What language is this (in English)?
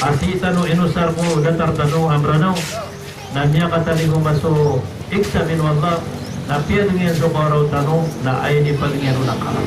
Maranao